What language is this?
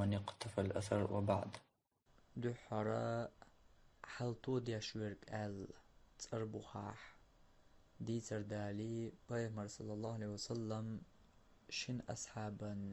Chechen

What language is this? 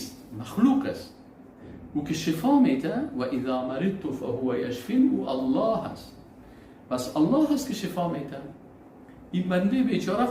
Persian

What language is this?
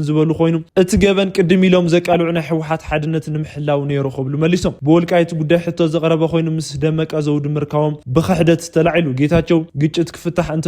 Tigrinya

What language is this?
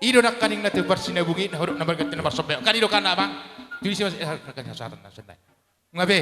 Batak Toba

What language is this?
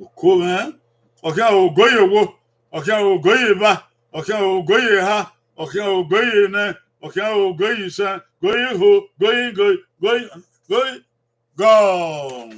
Bini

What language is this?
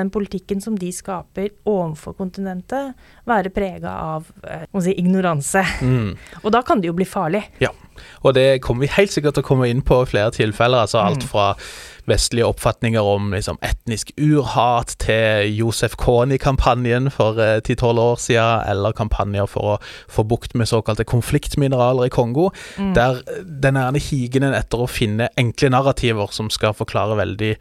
Norwegian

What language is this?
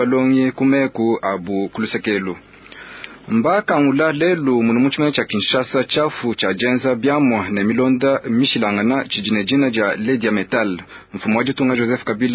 Luba-Lulua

